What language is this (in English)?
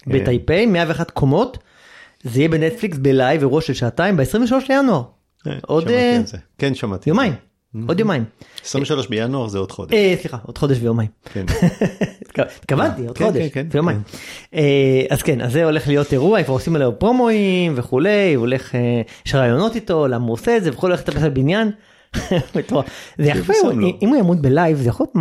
Hebrew